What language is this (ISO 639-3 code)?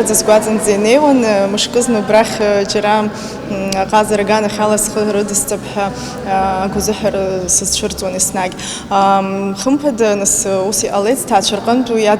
abk